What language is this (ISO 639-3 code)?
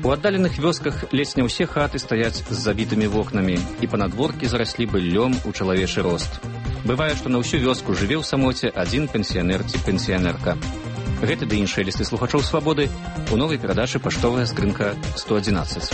bel